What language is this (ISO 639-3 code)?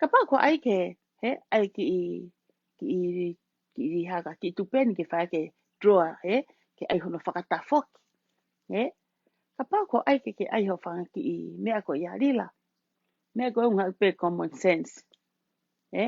ton